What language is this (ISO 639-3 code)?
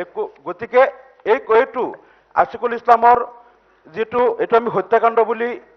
asm